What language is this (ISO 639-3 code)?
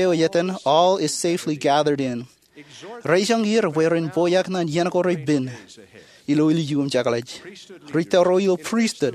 mah